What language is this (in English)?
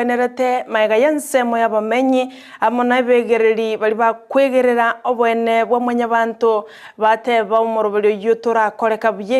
Gusii